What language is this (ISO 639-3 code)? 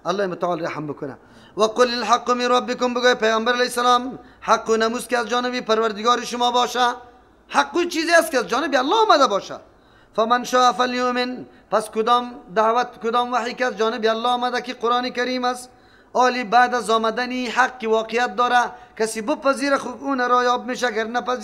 fas